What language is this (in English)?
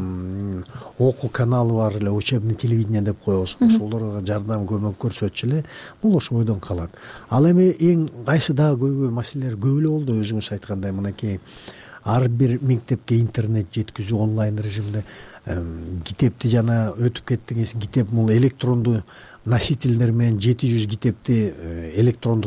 Kyrgyz